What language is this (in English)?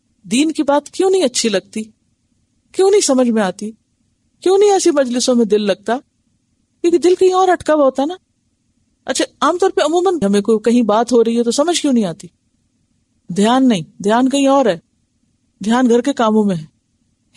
Urdu